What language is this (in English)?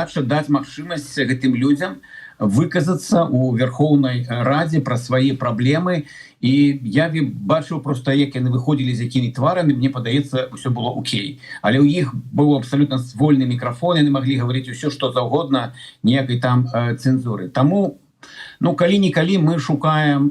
Belarusian